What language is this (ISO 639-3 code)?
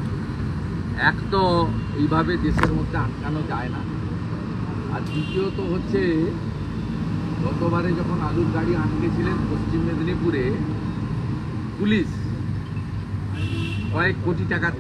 ben